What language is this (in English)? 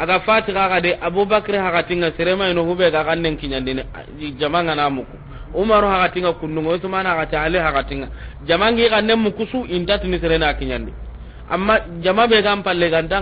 Soninke